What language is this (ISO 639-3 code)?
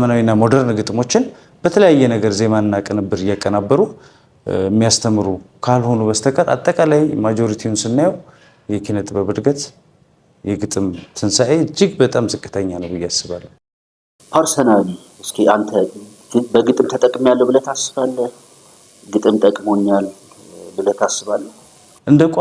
amh